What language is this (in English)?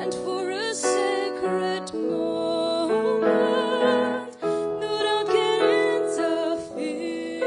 Tangkhul Naga (India)